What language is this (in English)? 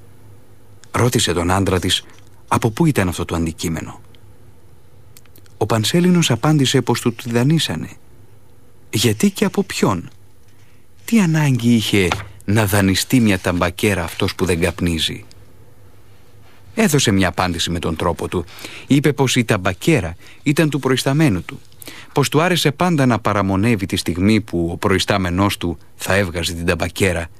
Greek